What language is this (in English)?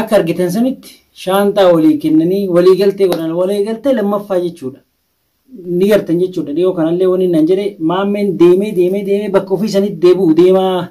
Oromo